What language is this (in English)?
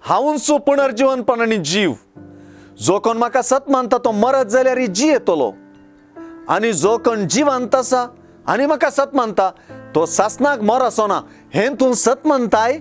Konkani